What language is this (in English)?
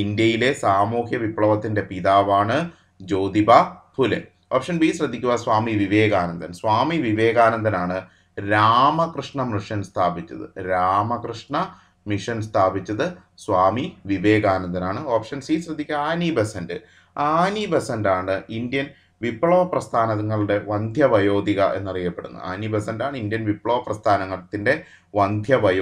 Malayalam